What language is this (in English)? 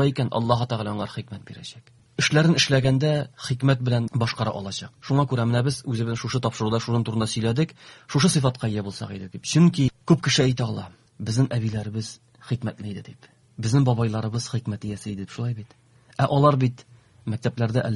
Tatar